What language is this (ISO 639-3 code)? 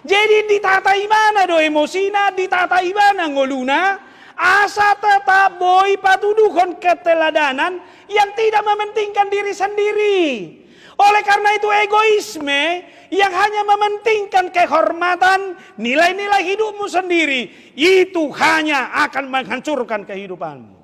bbc